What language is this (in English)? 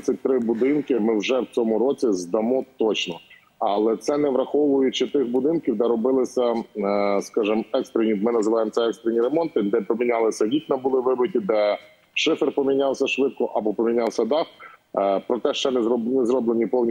Ukrainian